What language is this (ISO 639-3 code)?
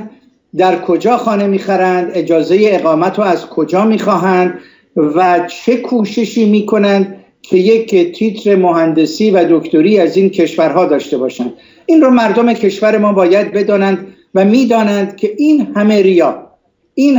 fas